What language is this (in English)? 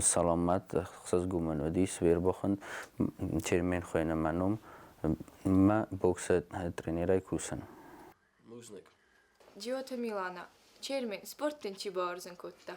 Ossetic